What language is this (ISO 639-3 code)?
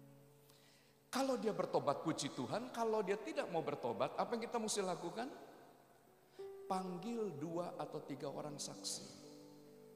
ind